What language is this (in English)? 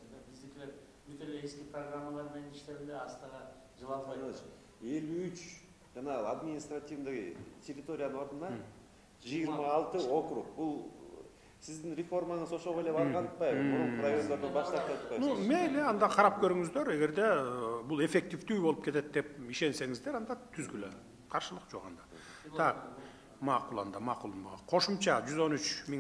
Kyrgyz